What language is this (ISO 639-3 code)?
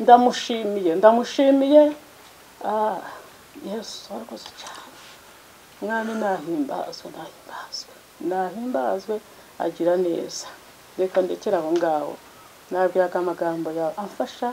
kin